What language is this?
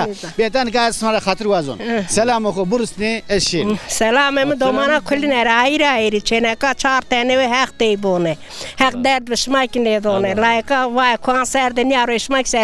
Zaza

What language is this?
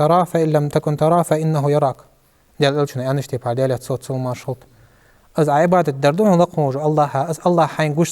Ingush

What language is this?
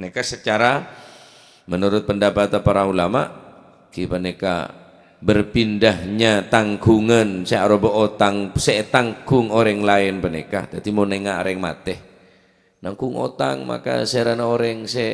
Madurese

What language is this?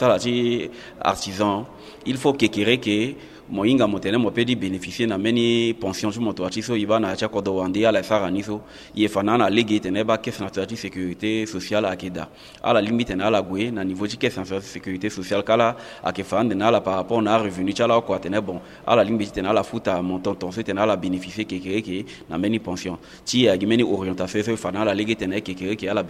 Sango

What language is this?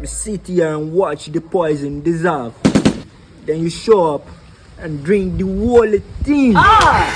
Jamaican Creole English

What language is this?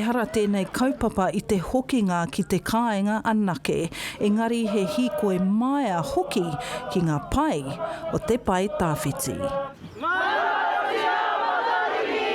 Māori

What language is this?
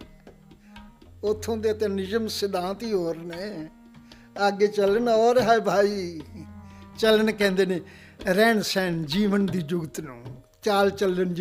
Punjabi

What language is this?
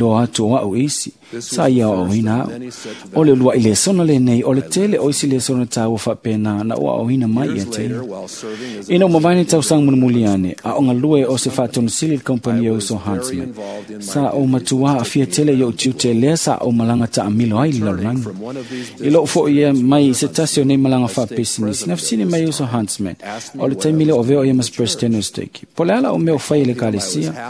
Samoan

